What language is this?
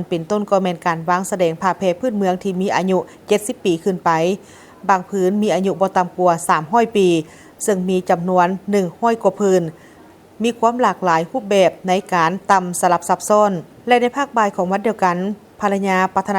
Lao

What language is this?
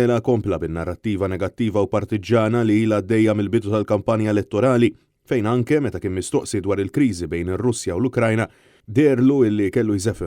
Maltese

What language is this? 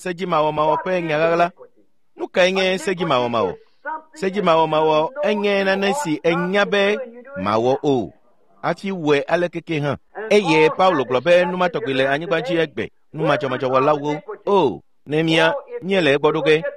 Ewe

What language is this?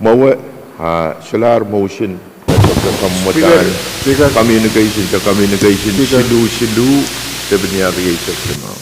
Pohnpeian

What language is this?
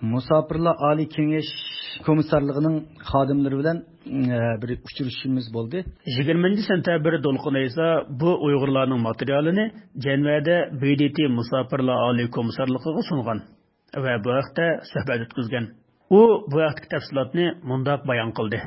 Uyghur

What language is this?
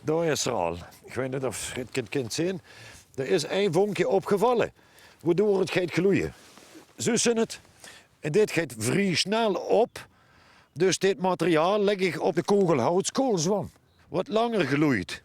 Limburgish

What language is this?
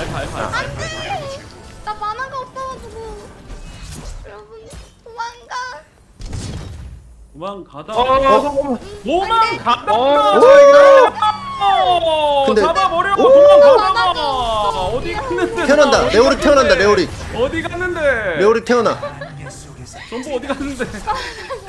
Korean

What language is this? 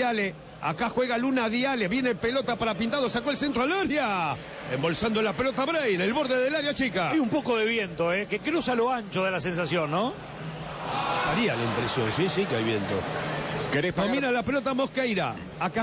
Spanish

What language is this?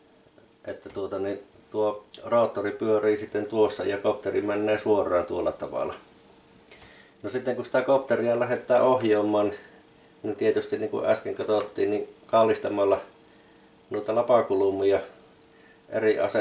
Finnish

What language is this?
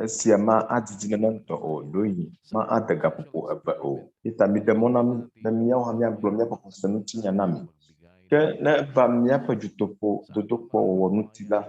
Ewe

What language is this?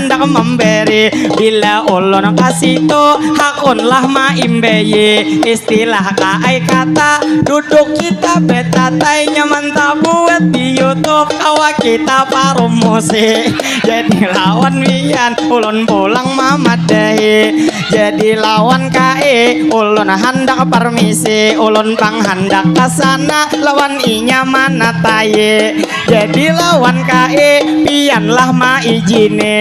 Banjar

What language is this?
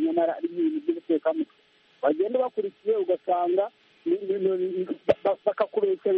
Kinyarwanda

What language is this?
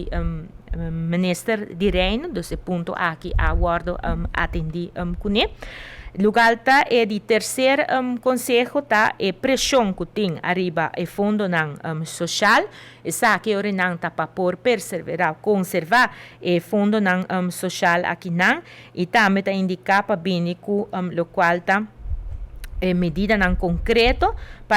Papiamento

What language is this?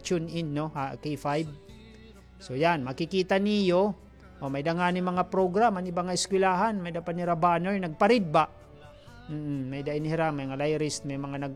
Waray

